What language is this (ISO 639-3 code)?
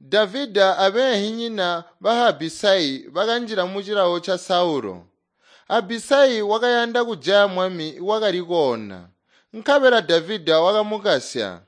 toi